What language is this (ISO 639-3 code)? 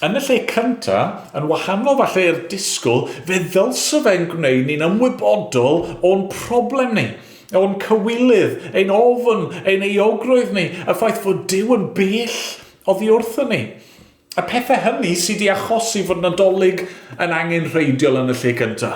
cym